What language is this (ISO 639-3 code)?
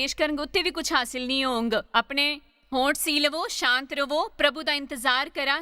doi